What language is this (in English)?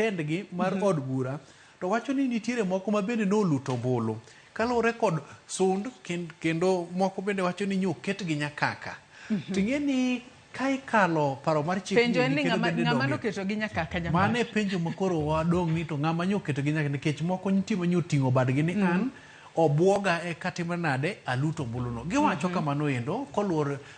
Luo (Kenya and Tanzania)